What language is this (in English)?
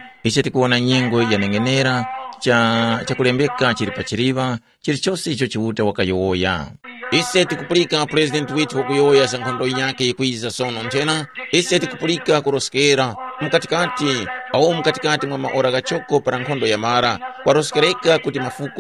Tumbuka